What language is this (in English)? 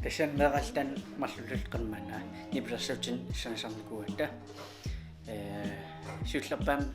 Kalaallisut